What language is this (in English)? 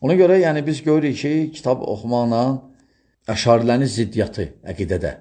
Azerbaijani